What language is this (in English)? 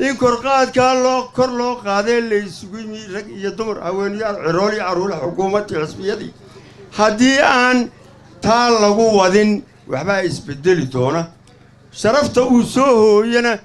Somali